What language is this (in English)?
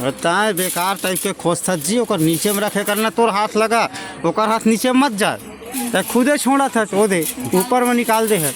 Chhattisgarhi